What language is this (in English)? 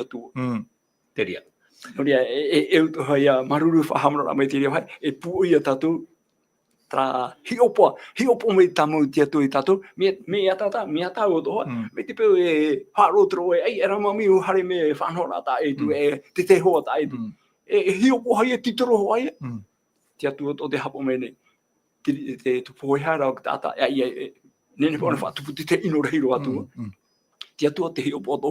Tahitian